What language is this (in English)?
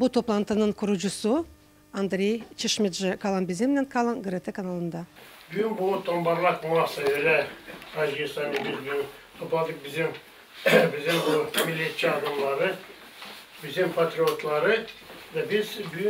Gagauz